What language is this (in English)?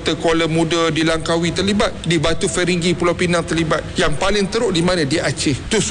Malay